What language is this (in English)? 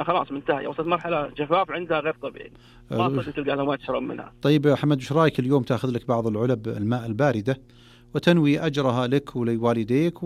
Najdi Arabic